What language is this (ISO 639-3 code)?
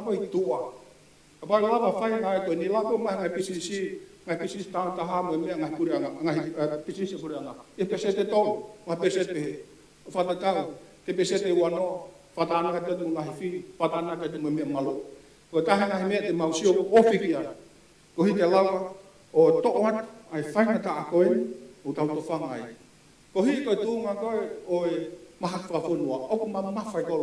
ton